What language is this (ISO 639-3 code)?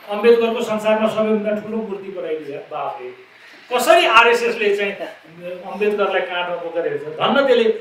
nep